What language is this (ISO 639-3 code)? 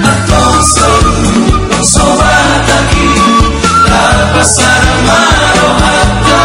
bbc